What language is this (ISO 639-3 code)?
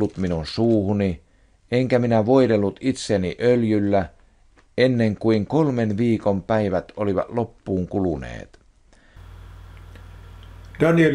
fin